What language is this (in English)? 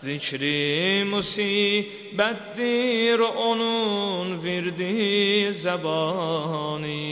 Azerbaijani